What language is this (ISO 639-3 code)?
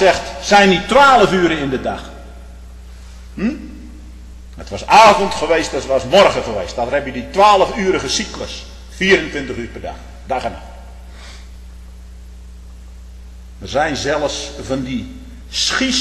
nld